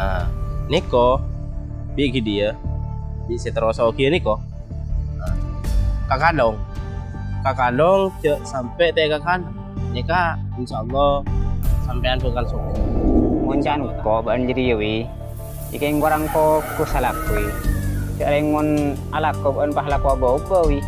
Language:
Madurese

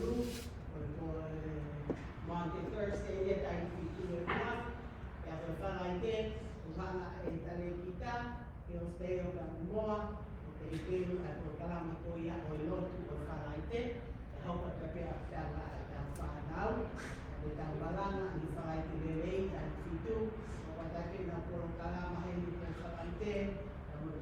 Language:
Tongan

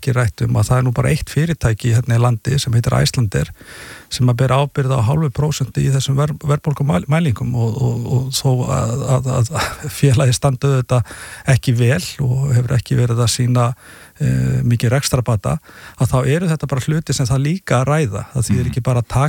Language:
Icelandic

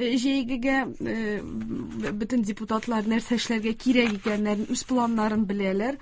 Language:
Tatar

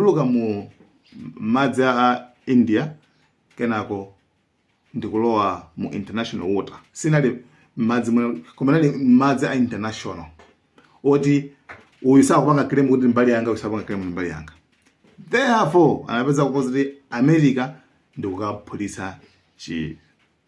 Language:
Nyanja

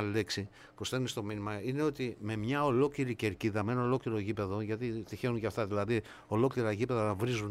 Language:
Greek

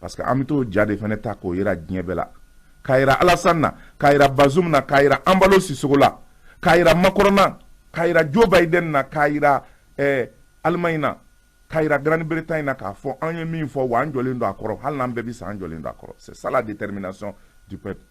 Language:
Bambara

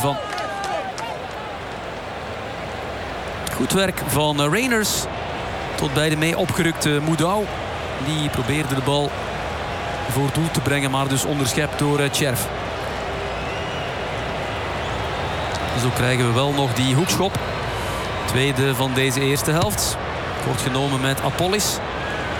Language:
Dutch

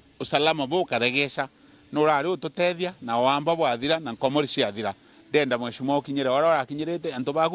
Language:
Meru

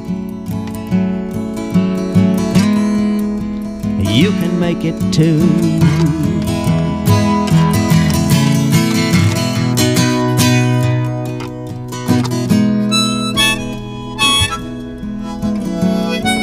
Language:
English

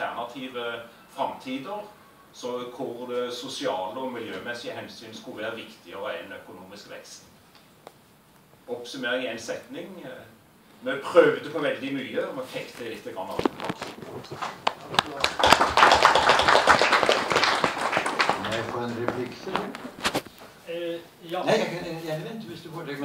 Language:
Norwegian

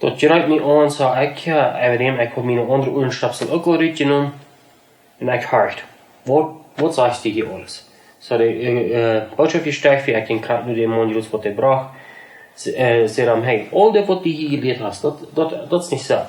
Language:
Plautdietsch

